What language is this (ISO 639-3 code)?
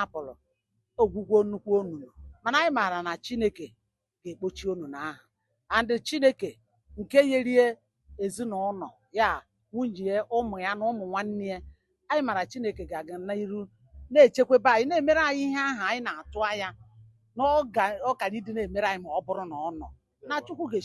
ibo